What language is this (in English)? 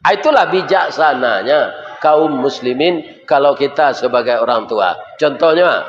Minangkabau